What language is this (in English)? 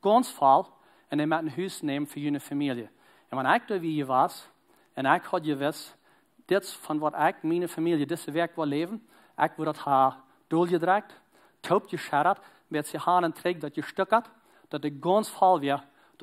Plautdietsch